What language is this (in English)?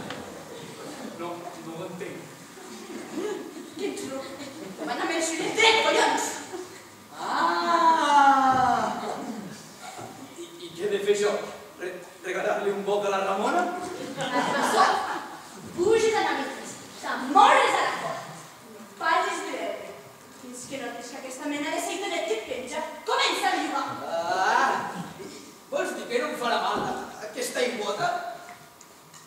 Catalan